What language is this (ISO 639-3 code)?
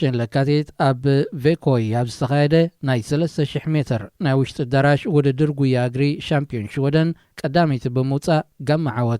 tir